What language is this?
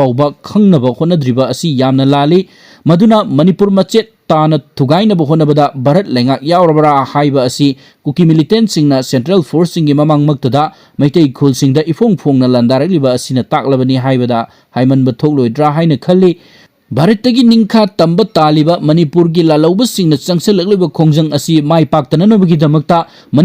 Manipuri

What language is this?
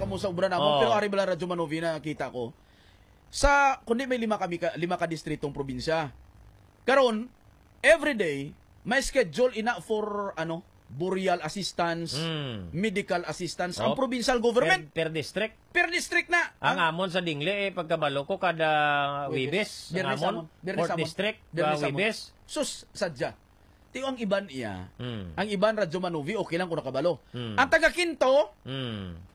Hiligaynon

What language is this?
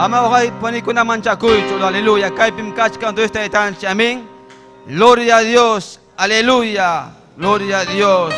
Ayacucho Quechua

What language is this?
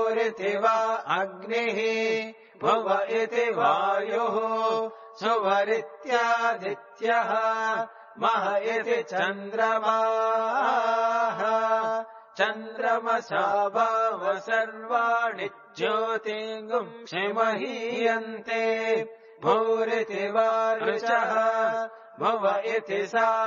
Sanskrit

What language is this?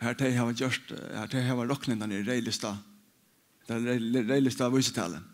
Faroese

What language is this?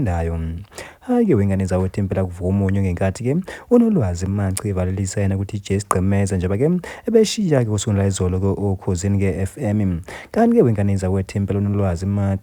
Zulu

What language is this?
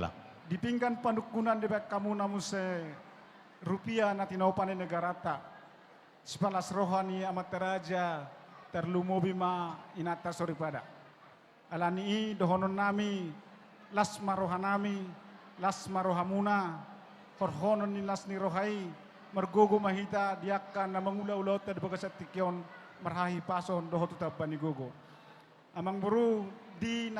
Batak Toba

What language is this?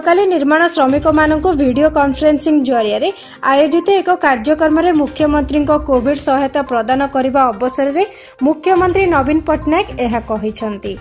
Odia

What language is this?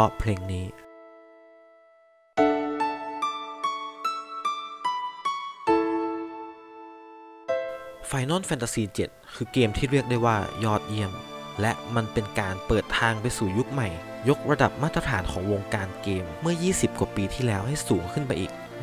Thai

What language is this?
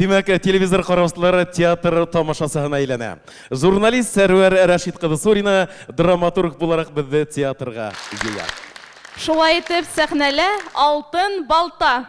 Bashkir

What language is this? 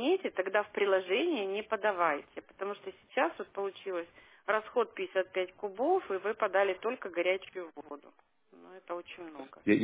Russian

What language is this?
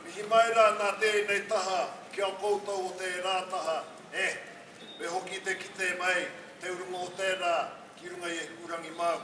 Māori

